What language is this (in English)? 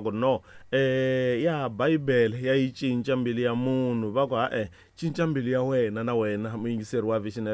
Tsonga